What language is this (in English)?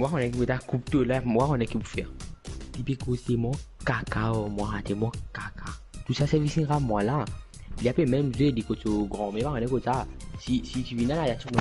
Morisyen